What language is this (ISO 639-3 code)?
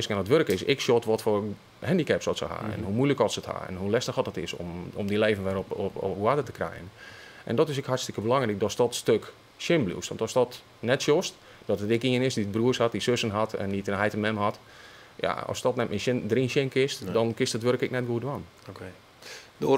fry